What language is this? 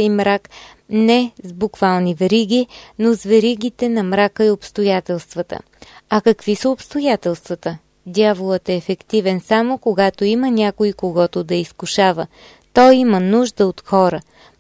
Bulgarian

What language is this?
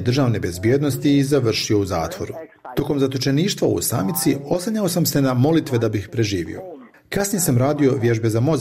Bosnian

